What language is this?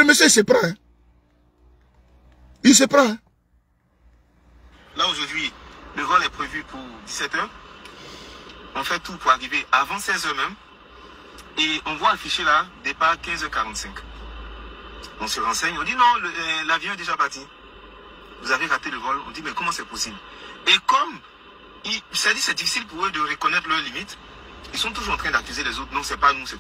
French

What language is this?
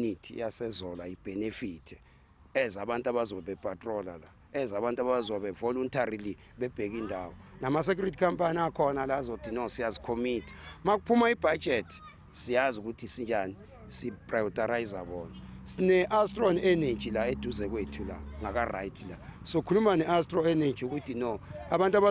Zulu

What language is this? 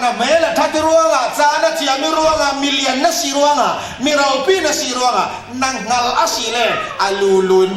Falam Chin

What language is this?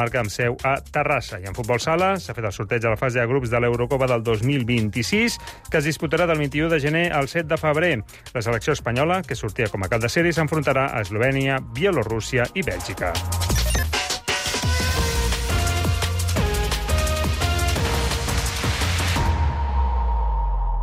Catalan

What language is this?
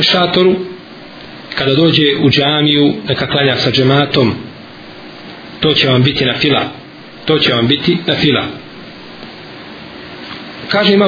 Bosnian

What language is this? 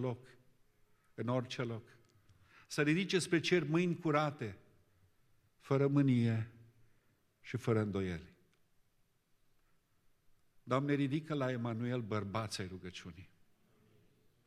Romanian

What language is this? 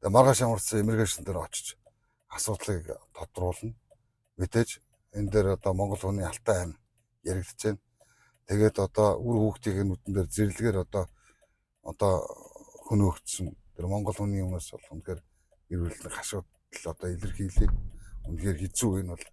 Mongolian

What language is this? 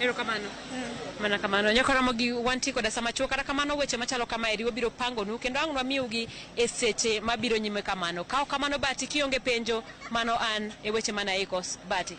Luo (Kenya and Tanzania)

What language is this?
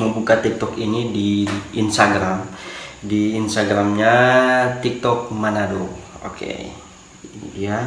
Manado Malay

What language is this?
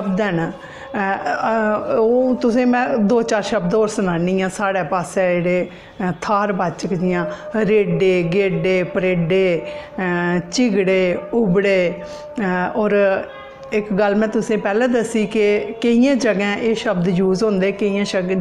Dogri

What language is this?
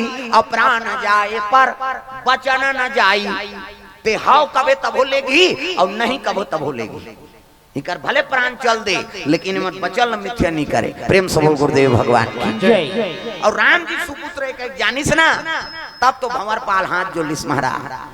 Chhattisgarhi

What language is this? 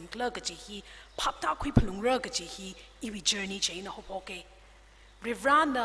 Tangkhul Naga (India)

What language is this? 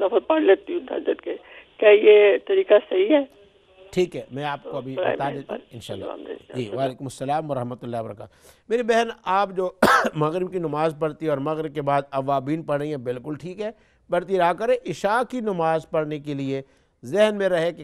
Urdu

